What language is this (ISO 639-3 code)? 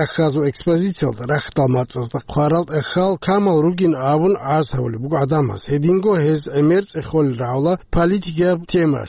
ava